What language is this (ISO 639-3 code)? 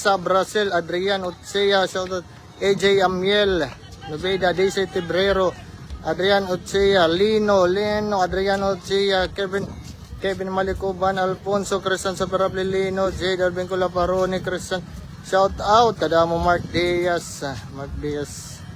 war